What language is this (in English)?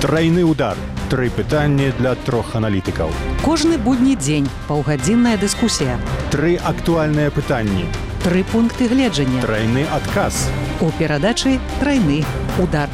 Belarusian